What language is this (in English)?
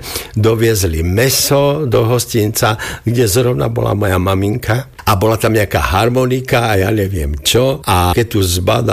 Slovak